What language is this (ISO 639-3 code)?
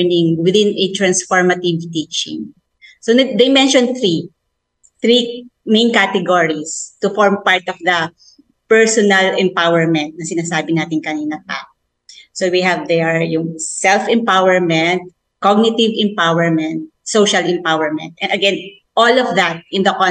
fil